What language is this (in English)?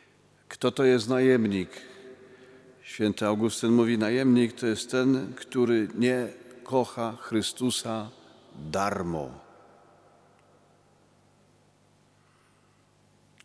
Polish